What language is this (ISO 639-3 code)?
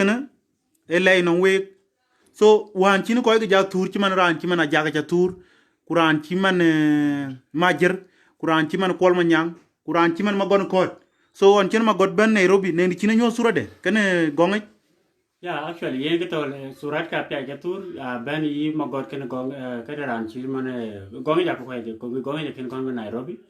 din